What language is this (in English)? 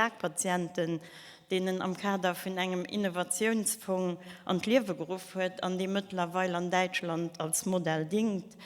Luxembourgish